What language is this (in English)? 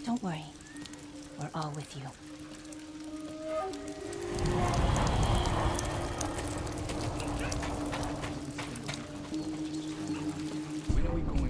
English